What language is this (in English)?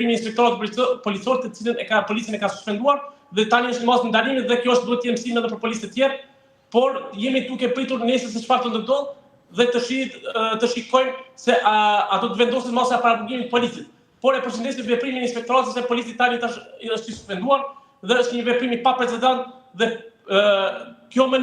Albanian